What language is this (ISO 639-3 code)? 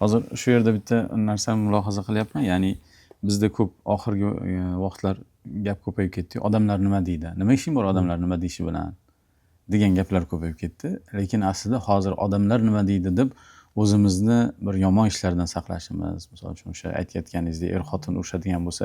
uzb